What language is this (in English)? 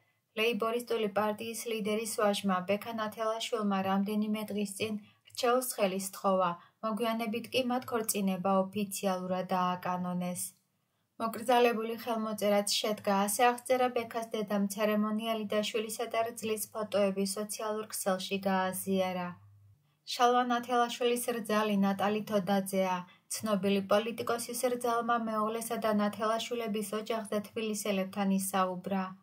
Georgian